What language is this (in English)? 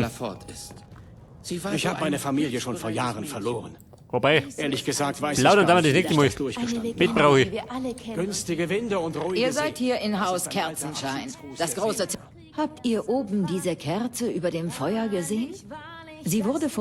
Bavarian